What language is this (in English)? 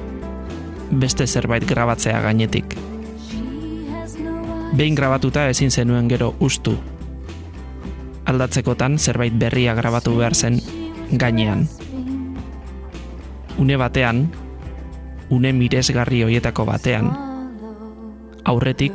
Basque